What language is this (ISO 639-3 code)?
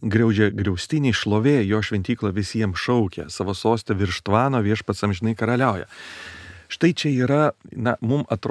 lit